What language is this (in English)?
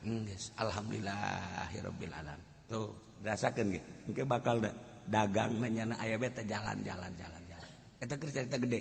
Sundanese